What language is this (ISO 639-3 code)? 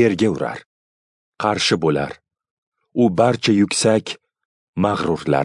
uzb